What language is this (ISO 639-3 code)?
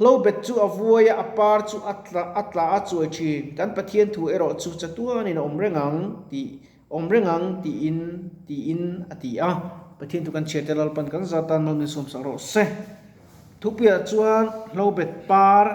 lus